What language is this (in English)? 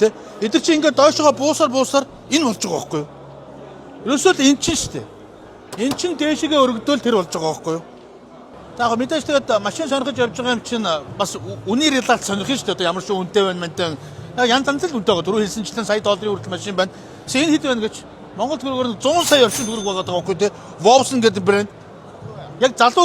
Mongolian